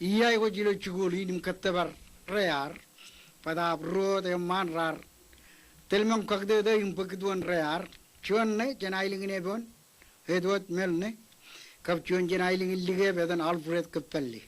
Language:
Marshallese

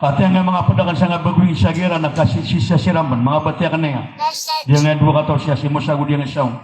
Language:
Maranao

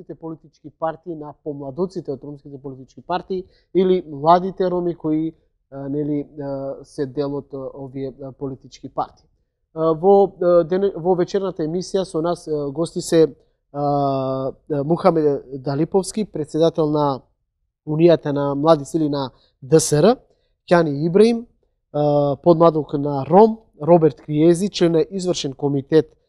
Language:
Macedonian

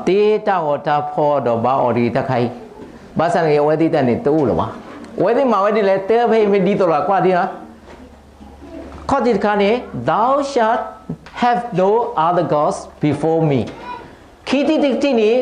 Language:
S'gaw Karen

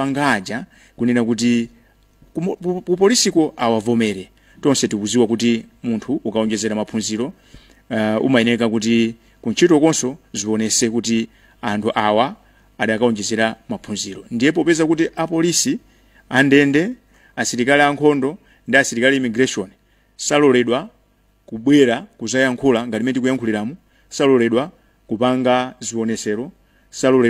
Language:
Nyanja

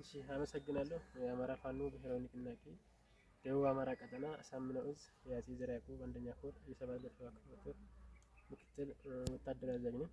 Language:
Amharic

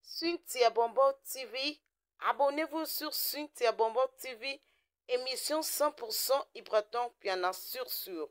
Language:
Lingala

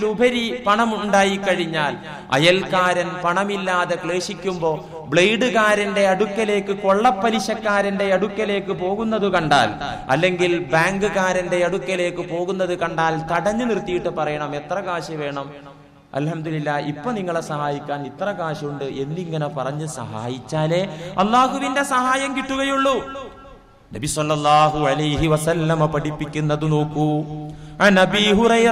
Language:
Malayalam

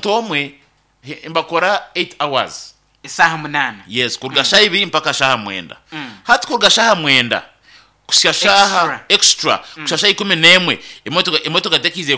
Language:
Nyankole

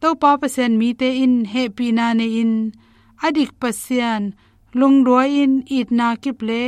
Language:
Tedim Chin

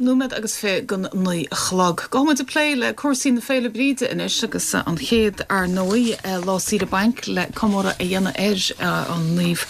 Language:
Irish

